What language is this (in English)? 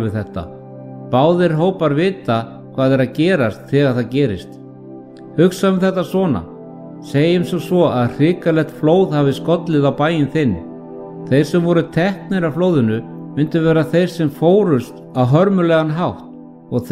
Icelandic